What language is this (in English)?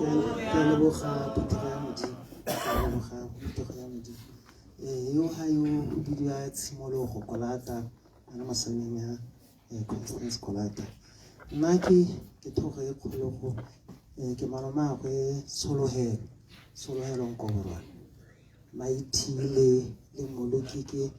Tswana